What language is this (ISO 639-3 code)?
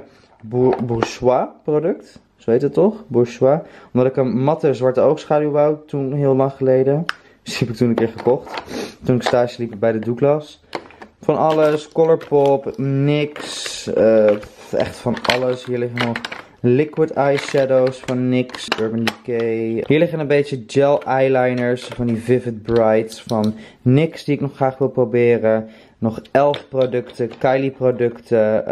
nld